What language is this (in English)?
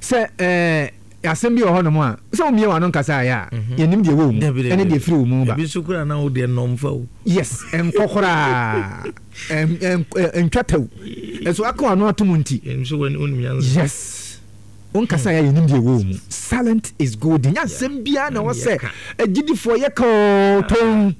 Akan